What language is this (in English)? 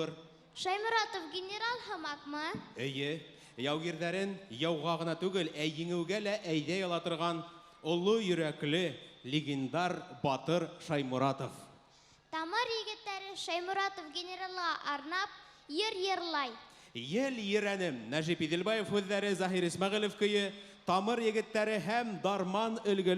Bashkir